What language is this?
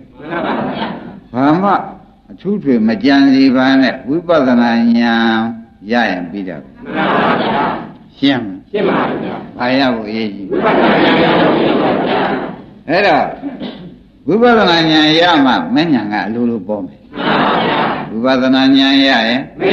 Burmese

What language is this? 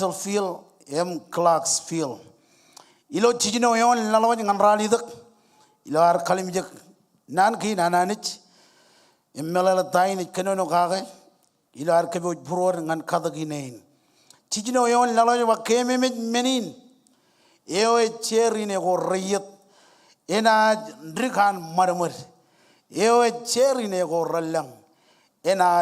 Marshallese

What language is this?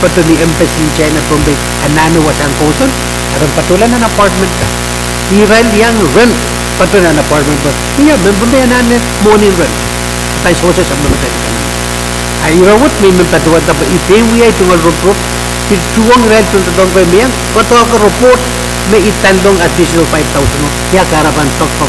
Pohnpeian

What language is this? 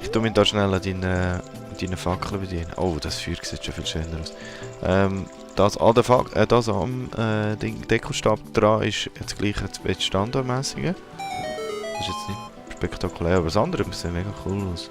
Swiss German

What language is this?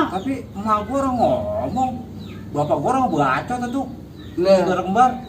Betawi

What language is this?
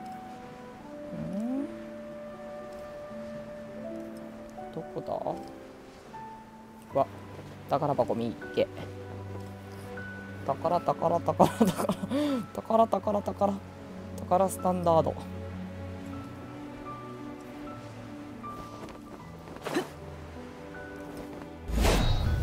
Japanese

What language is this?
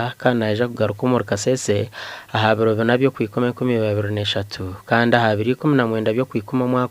Nyankole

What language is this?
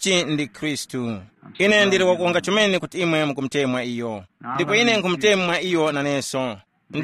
Tumbuka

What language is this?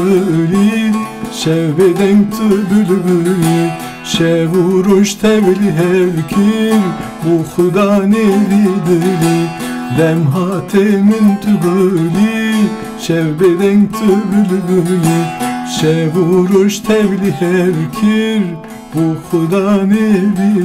Kurdish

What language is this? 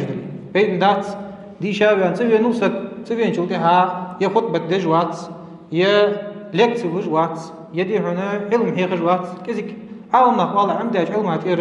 Ingush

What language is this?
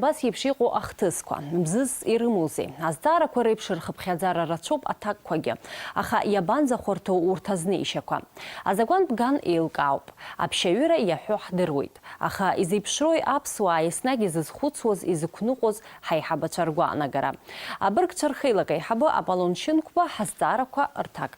Abkhazian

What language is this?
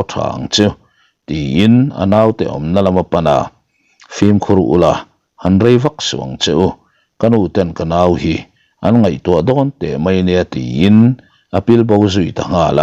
Mizo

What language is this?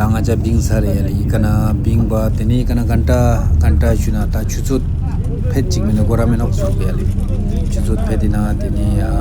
Ladakhi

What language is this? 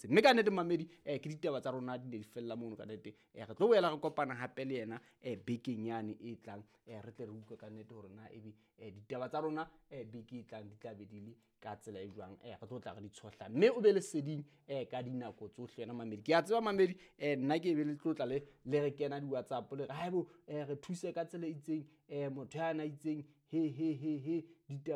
Southern Sotho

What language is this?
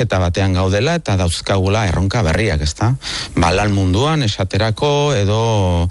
Basque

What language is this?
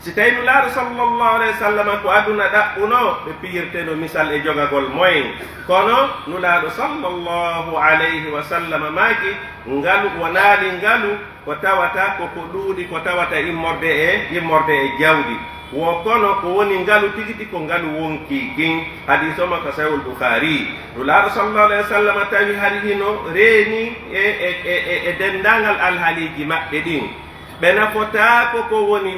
Pular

